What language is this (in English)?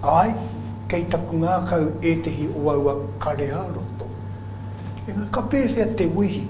Māori